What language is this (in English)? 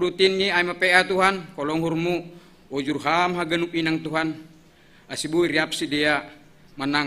Batak Simalungun